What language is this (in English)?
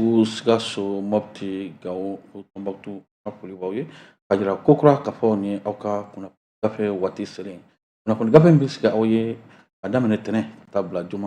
Bambara